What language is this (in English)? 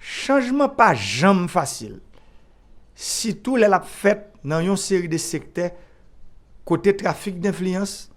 Haitian Creole